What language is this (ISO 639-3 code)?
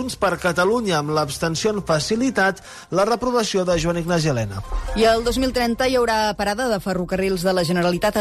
cat